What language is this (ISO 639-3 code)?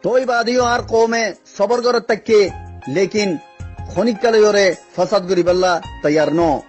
rhg